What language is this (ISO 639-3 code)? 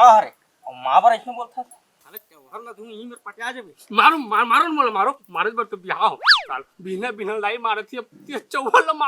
hne